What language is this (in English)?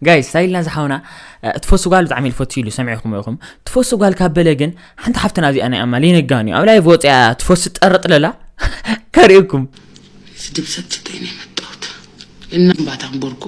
Tigrinya